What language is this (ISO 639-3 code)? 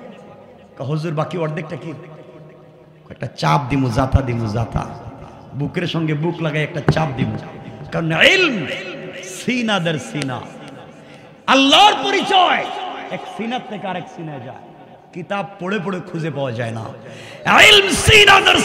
ben